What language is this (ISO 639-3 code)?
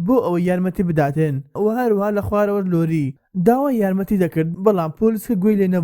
ckb